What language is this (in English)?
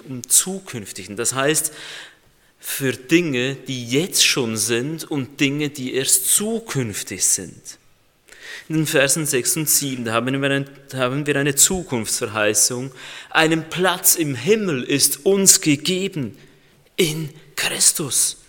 German